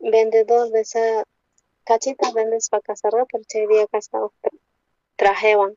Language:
South Bolivian Quechua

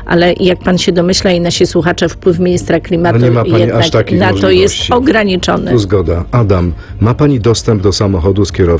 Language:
Polish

